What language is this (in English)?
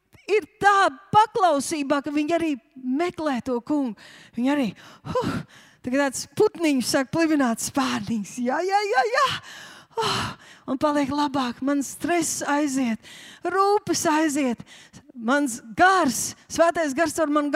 Latvian